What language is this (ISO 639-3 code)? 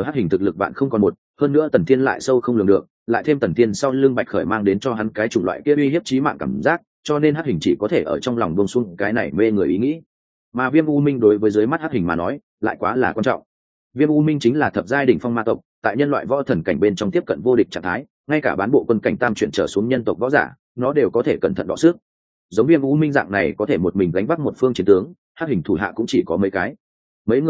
vie